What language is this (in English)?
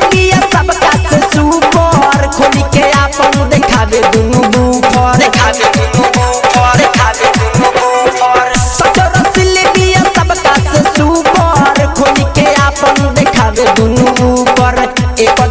Bhojpuri